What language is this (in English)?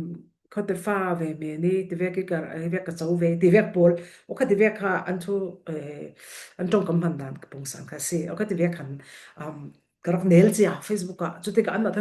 Falam Chin